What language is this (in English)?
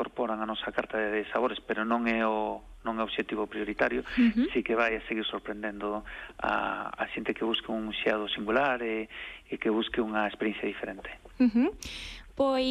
Galician